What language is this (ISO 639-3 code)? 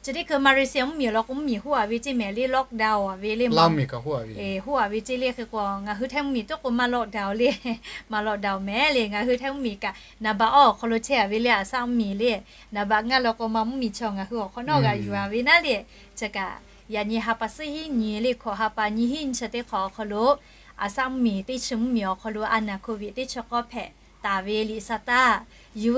lhu